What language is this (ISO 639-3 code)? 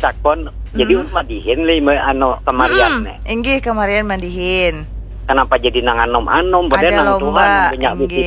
bjn